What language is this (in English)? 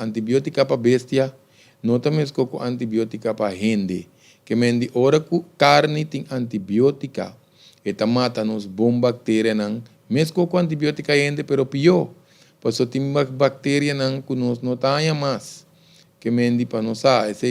Papiamento